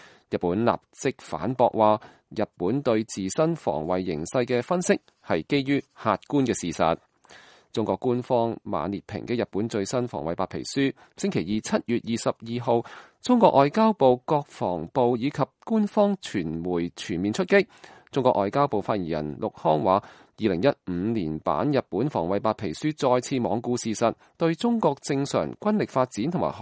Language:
Cantonese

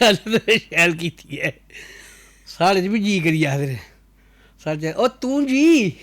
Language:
Dogri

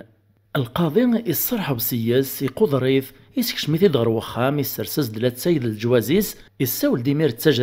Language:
Kabyle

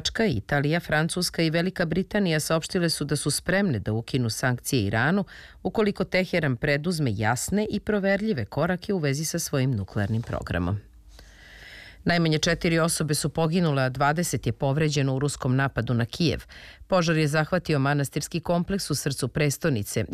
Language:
Serbian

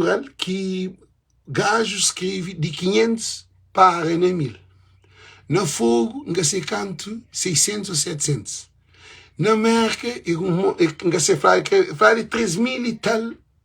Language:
Kabuverdianu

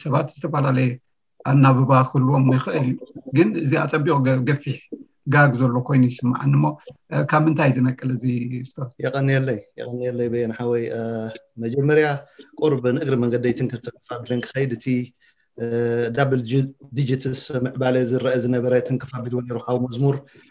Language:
Tigrinya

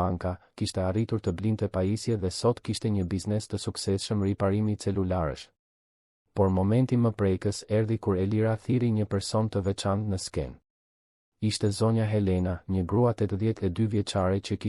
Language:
Albanian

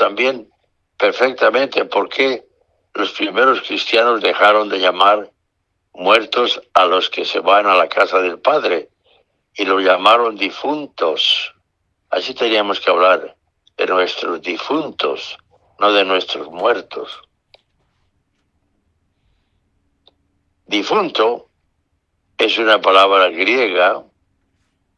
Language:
Spanish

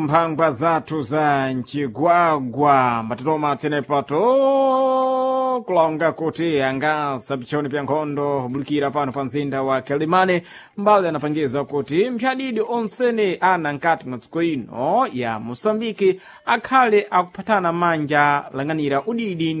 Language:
Sena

